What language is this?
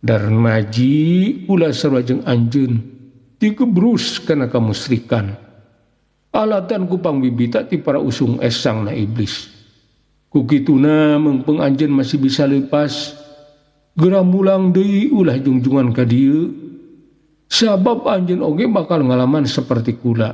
Sundanese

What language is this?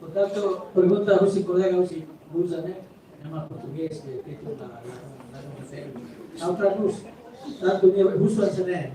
Tetum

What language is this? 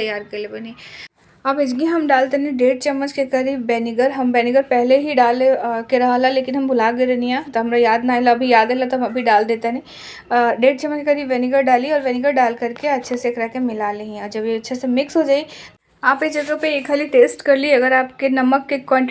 Bhojpuri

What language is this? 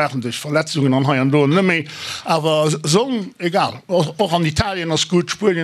Luxembourgish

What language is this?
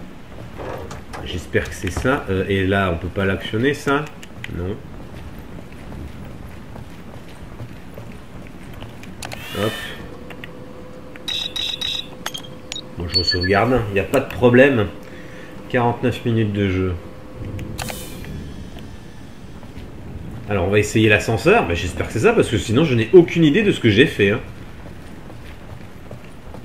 French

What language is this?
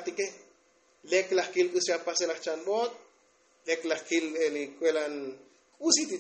Tzotzil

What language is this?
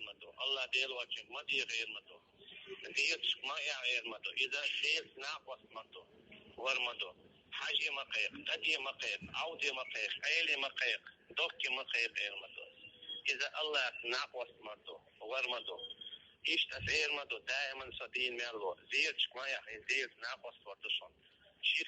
Chechen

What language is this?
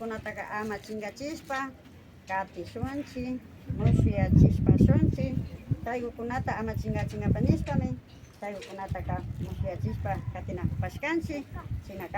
Imbabura Highland Quichua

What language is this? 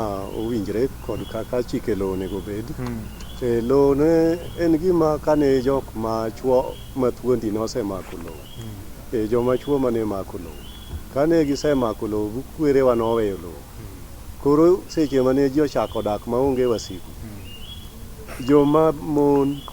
Luo (Kenya and Tanzania)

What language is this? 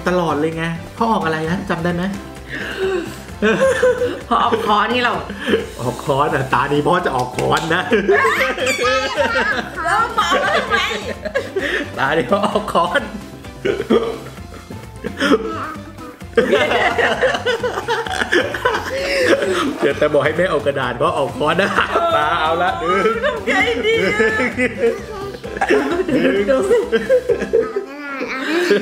Thai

